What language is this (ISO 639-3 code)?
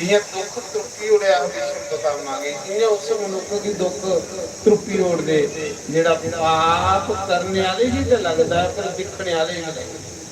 doi